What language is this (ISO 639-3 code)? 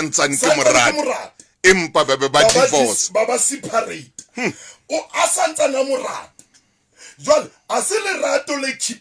sot